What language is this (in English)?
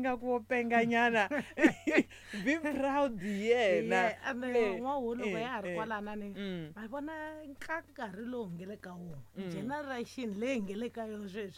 Tsonga